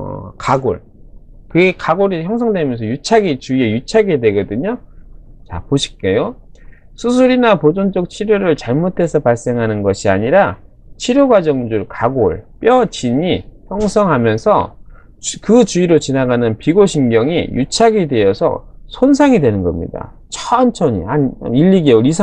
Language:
Korean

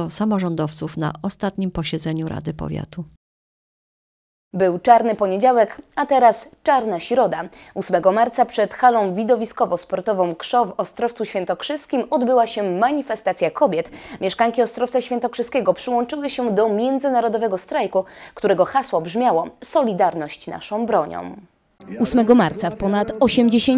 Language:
Polish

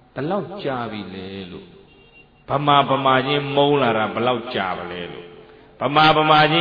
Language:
Burmese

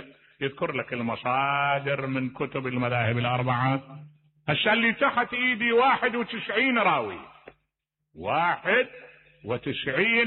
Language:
Mesopotamian Arabic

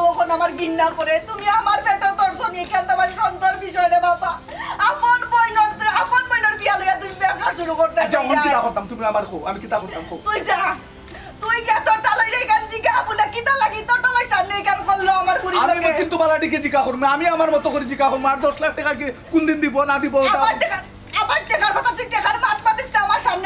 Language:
Sylheti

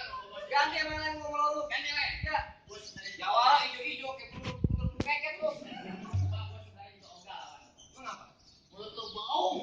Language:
Betawi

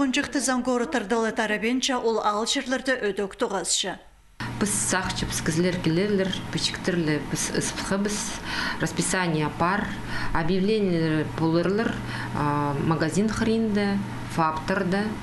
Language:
Khakas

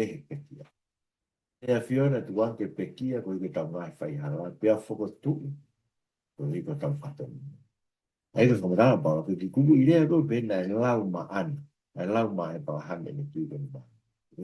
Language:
Tongan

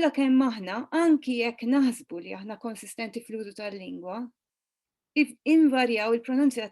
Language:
Maltese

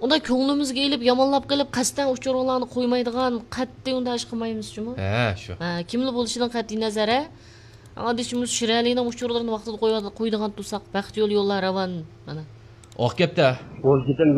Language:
Uyghur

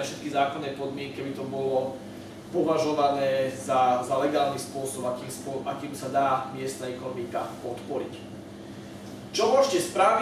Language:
Slovak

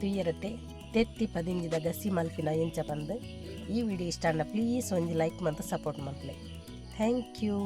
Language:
Tulu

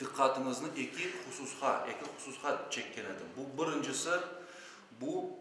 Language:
Crimean Tatar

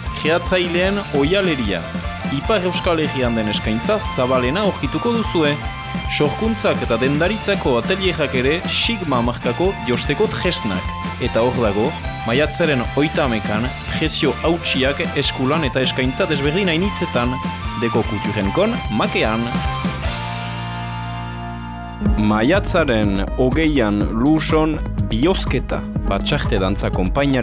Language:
Basque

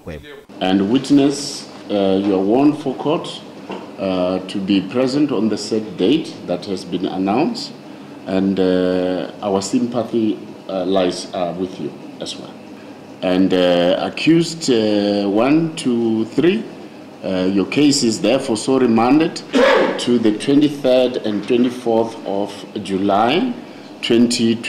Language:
Tsonga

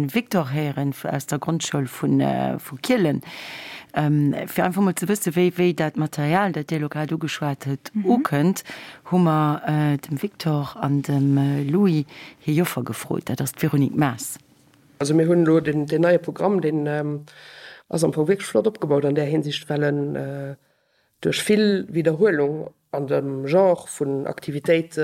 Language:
Luxembourgish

